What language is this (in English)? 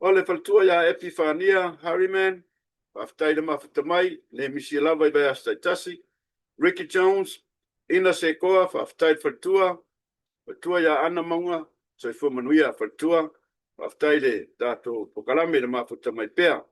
Samoan